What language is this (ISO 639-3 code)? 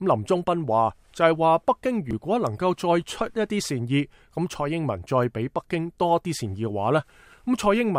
yue